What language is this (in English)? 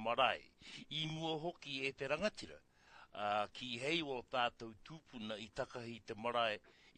Māori